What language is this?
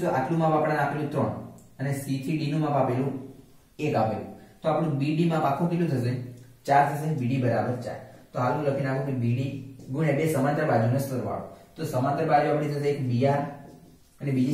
Gujarati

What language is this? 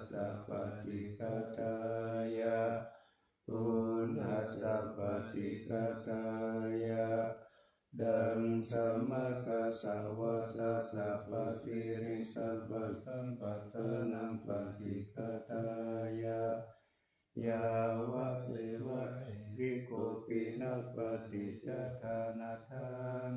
Pali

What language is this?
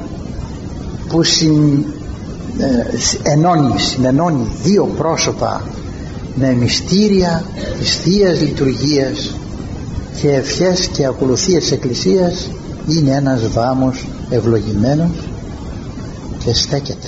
Greek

